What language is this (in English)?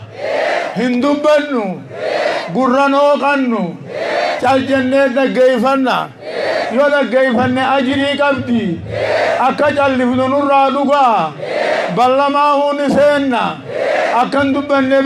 Oromo